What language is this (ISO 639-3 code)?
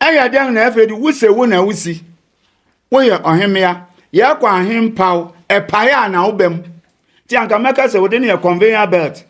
aka